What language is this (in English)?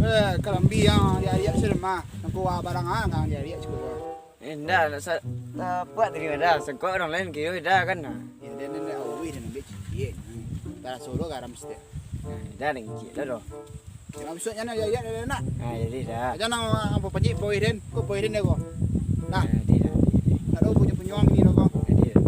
Minangkabau